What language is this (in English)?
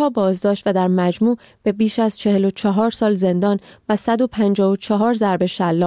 Persian